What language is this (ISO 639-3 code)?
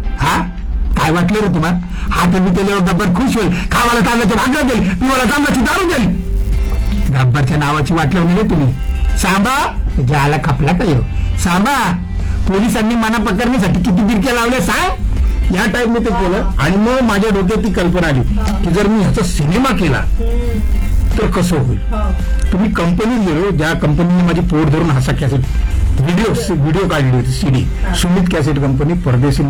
mar